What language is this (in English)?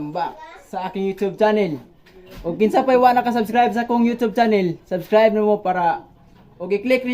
Cebuano